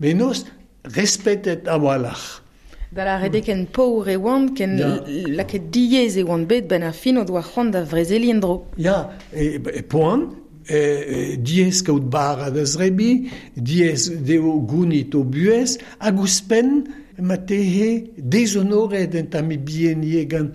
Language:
Breton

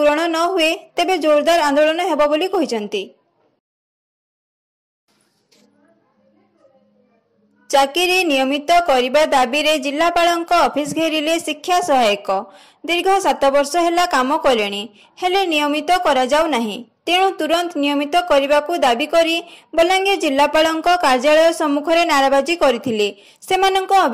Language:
Odia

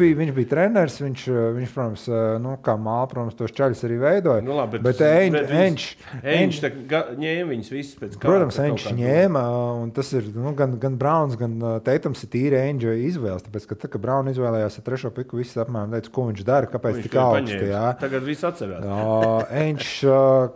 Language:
Latvian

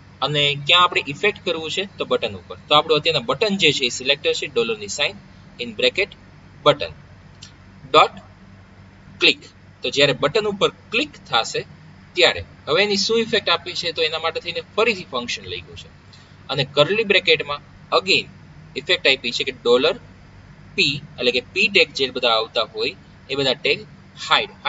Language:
Gujarati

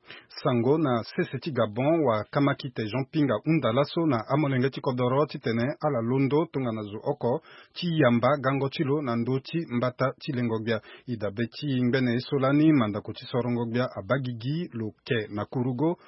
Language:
Sango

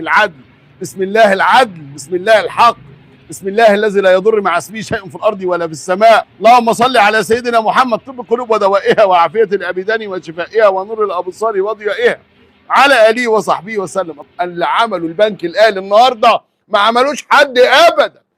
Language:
Egyptian Arabic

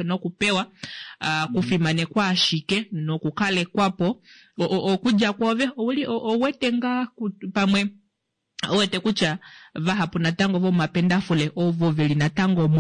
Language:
Kuanyama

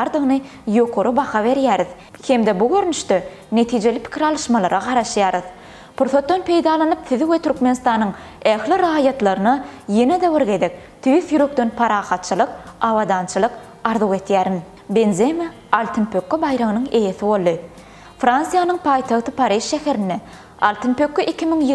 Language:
Turkmen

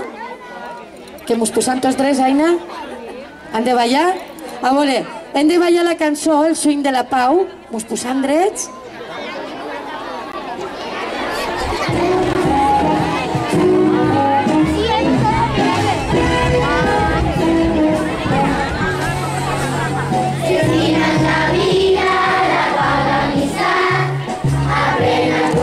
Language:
Catalan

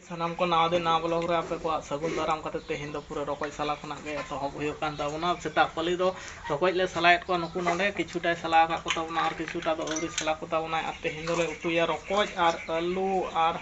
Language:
Santali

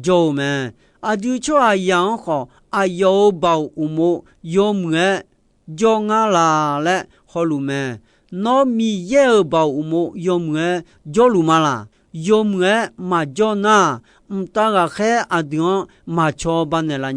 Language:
Akha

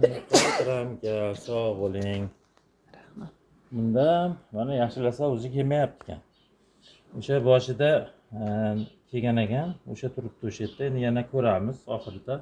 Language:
Uzbek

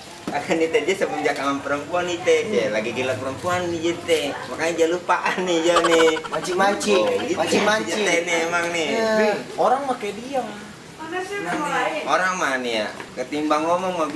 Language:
Betawi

